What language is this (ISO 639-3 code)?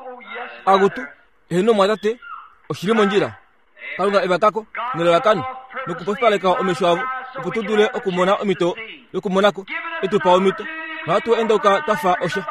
kua